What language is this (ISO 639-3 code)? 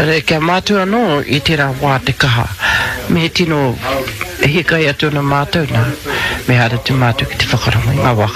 mri